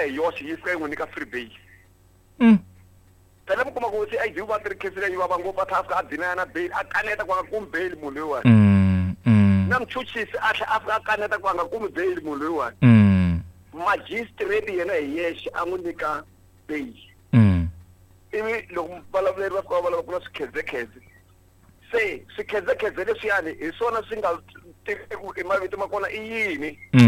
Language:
Tsonga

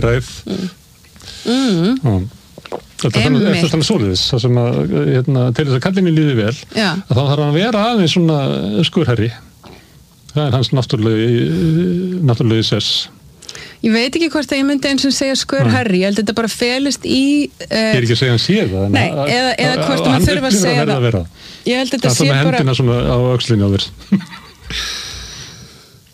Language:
Icelandic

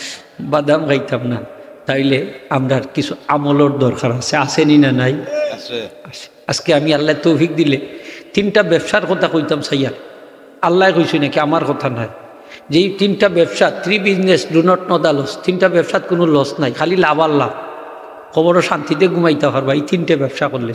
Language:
Sylheti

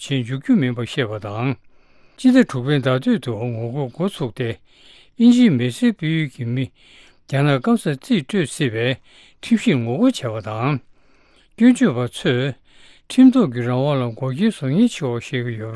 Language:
Tibetan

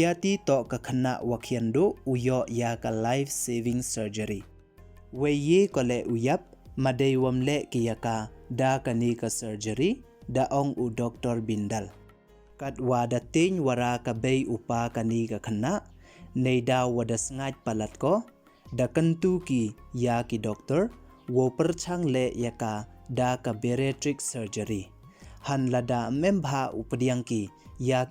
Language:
Pnar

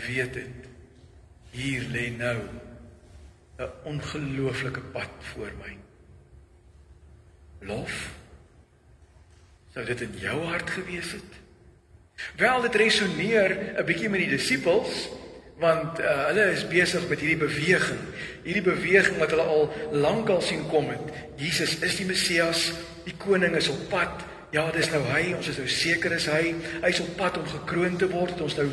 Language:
Afrikaans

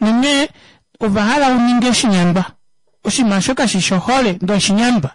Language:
Kuanyama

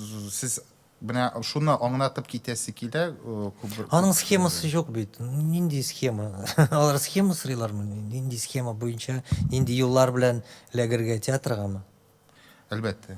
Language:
Tatar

